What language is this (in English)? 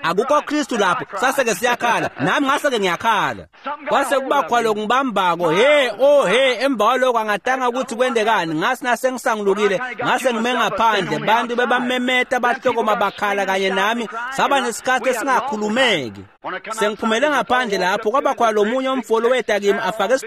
Swati